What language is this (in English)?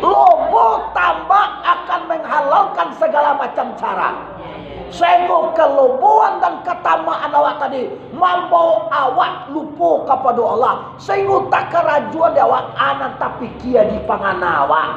Minangkabau